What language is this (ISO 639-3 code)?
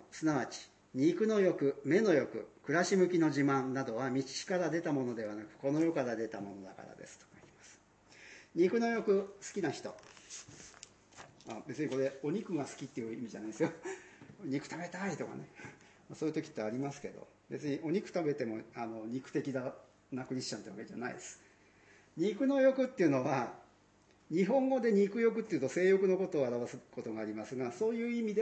jpn